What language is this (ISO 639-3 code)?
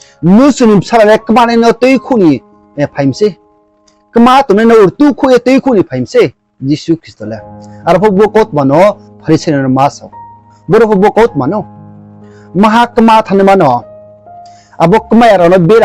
ria